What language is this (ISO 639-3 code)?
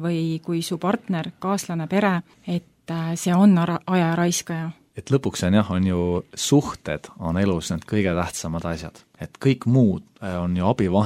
est